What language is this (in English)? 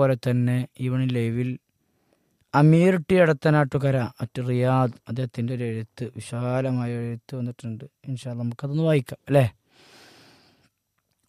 Malayalam